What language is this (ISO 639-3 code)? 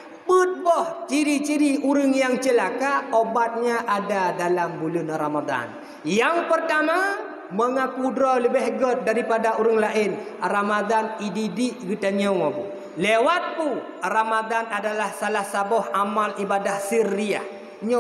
ace